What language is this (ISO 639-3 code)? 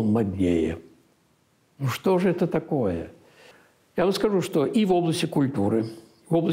rus